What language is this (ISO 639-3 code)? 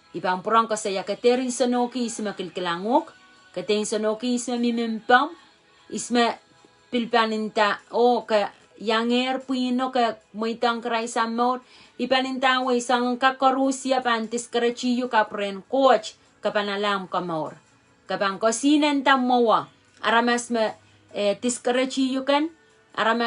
pon